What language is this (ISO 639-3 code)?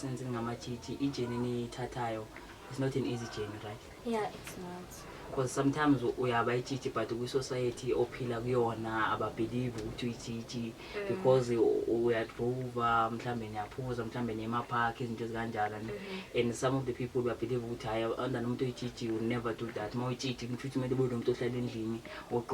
zul